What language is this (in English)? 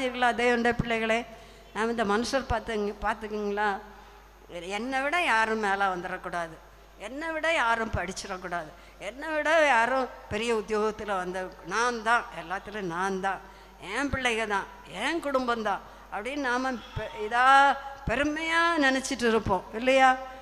Tamil